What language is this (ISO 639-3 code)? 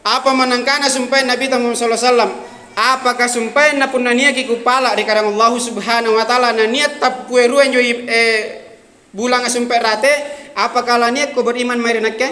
mak